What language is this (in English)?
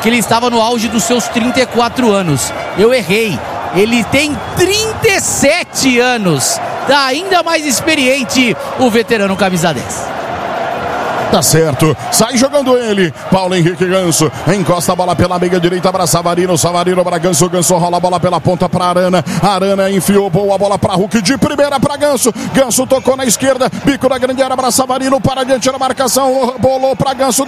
Portuguese